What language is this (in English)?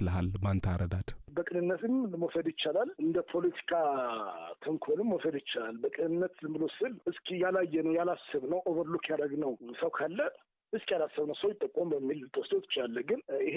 Amharic